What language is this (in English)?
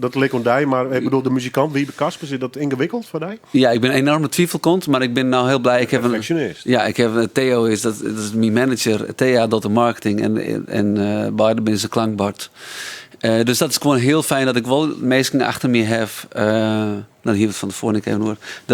Western Frisian